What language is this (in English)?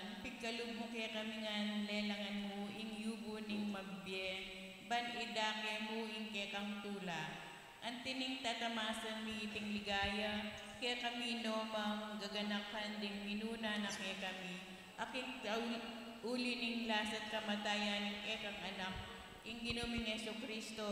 Pampanga